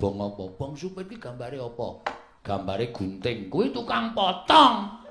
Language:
Javanese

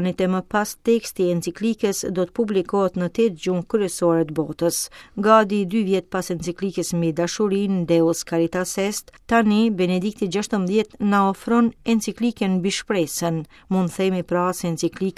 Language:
Albanian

